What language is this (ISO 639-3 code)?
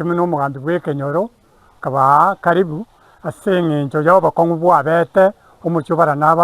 guz